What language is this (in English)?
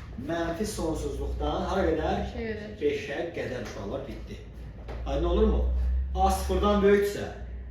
Azerbaijani